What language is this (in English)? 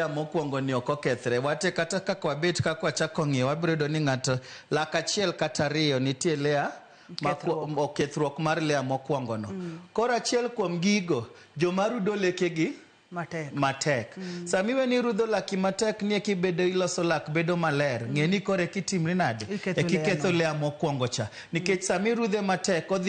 Luo (Kenya and Tanzania)